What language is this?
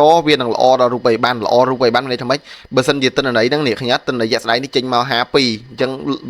Khmer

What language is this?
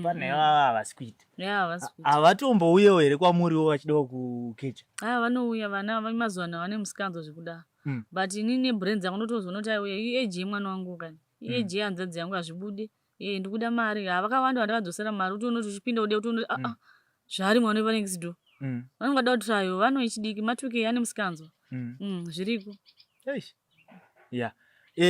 Shona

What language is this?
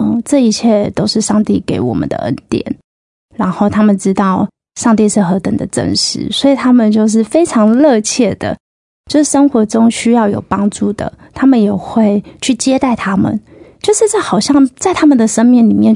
Chinese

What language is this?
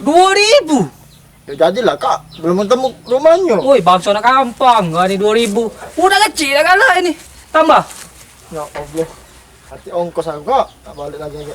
Musi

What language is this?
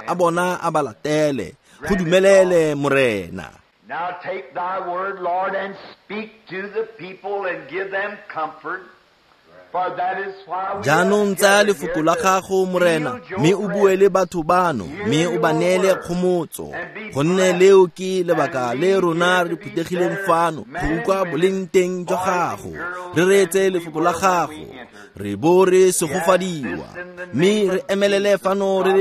Tswana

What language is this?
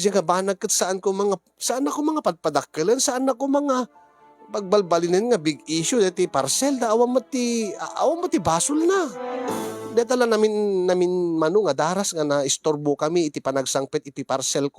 Iloko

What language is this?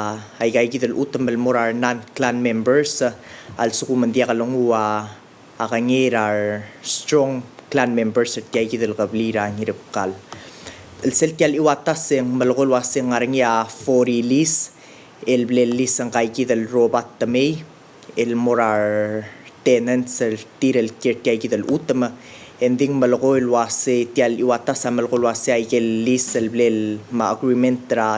Palauan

